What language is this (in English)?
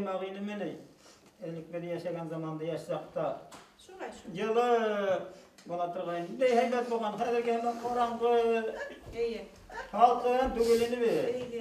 Bashkir